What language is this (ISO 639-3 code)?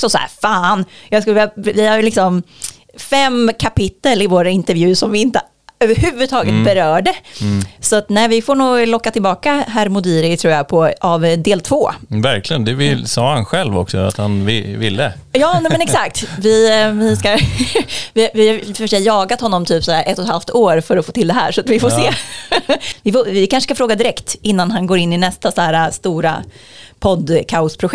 swe